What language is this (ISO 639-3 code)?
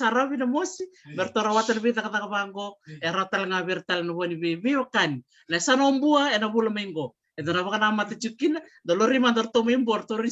fij